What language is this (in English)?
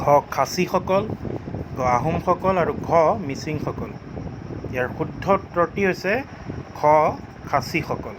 Assamese